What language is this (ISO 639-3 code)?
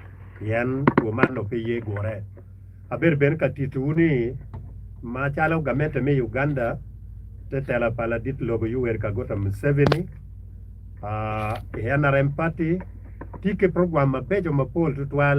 ach